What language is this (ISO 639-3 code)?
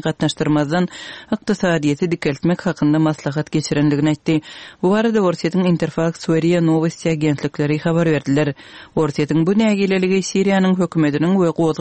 tuk